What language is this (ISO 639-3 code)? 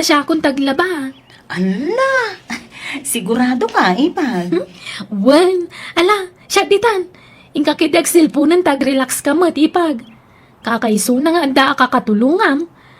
ilo